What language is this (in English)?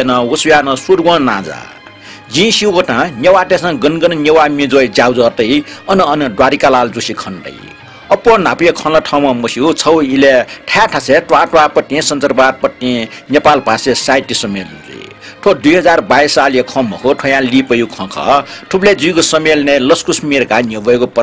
Newari